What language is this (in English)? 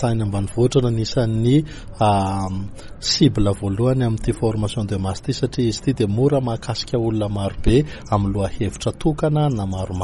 Malagasy